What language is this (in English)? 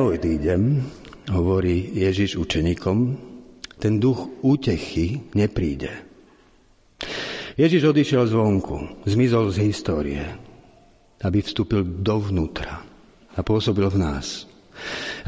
Slovak